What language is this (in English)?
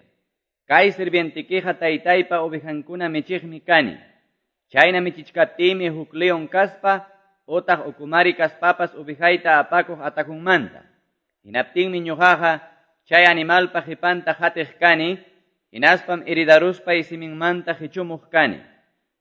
Quechua